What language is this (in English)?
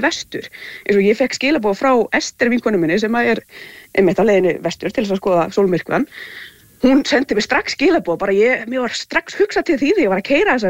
Icelandic